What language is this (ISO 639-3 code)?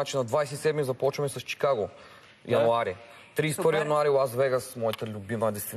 bul